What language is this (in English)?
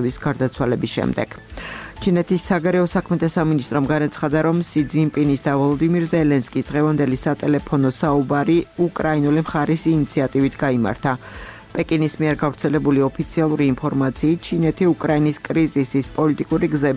Georgian